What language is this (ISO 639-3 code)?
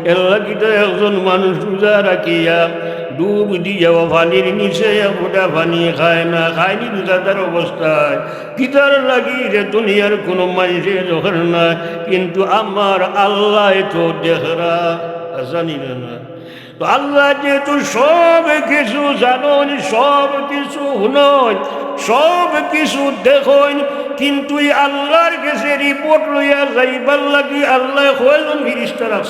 syl